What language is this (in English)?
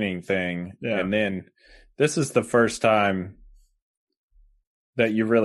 English